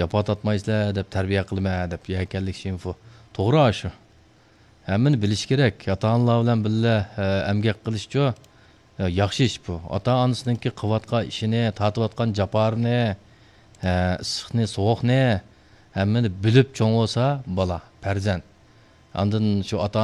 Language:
Uyghur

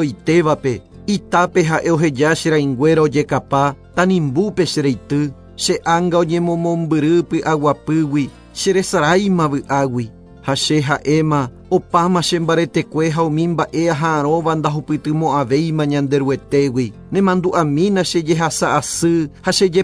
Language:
Guarani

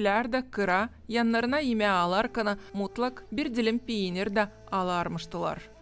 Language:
Gagauz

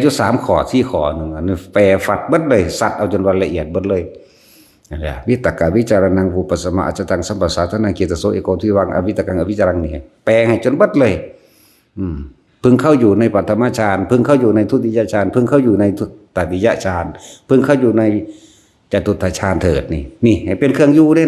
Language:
Northeastern Thai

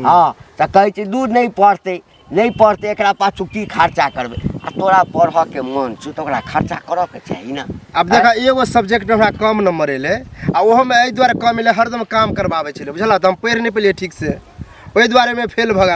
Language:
Maithili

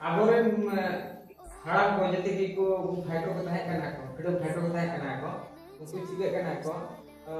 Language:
Santali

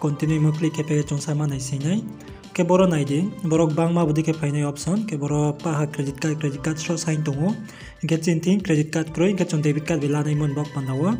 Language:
Riang (India)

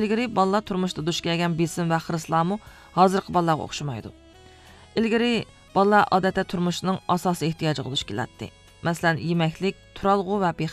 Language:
Uyghur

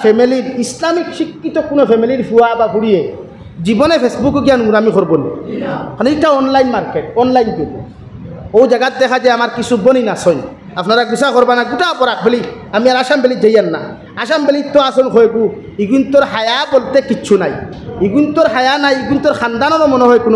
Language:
Sylheti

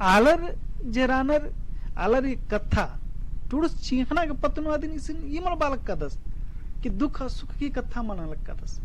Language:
Kurukh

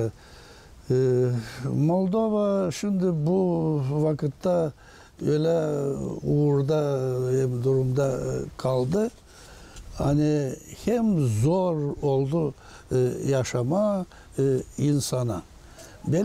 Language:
Gagauz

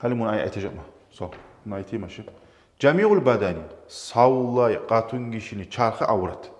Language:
Kumyk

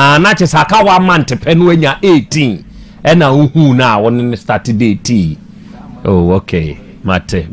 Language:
Akan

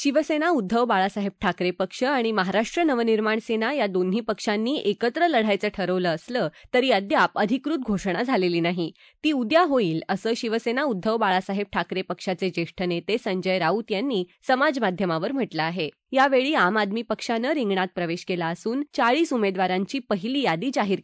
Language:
Marathi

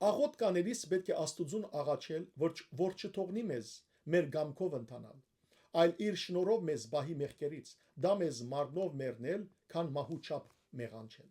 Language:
Western Armenian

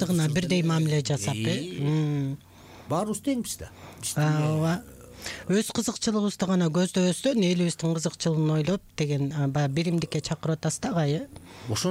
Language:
Kyrgyz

